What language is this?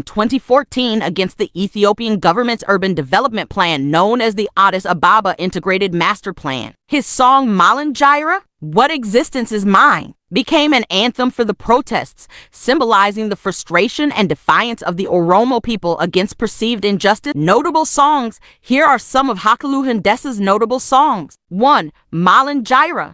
English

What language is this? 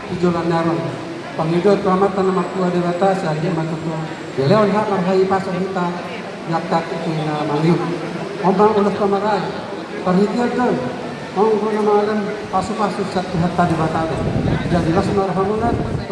Batak Toba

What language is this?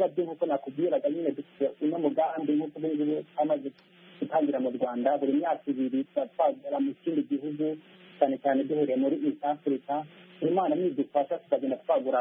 Kinyarwanda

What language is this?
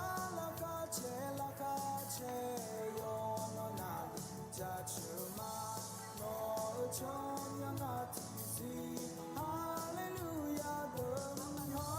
Akha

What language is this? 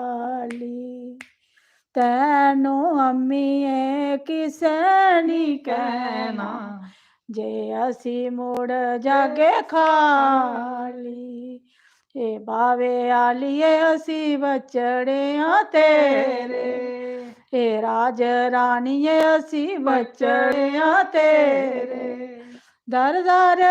Dogri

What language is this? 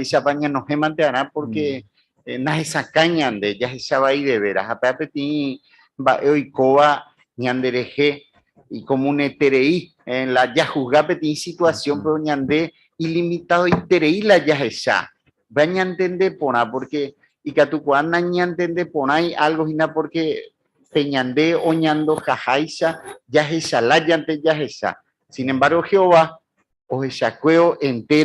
Guarani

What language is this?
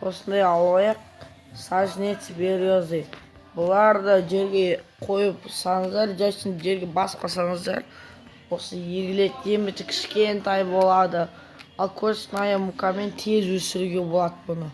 Kazakh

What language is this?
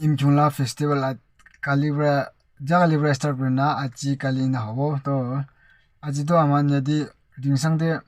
Yimchungru Naga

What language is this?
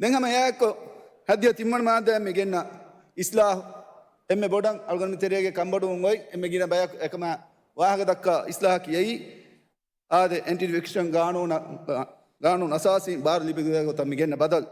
Divehi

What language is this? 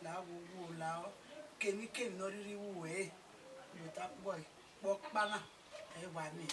Bini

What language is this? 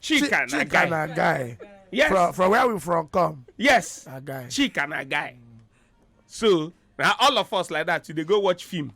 Nigerian Pidgin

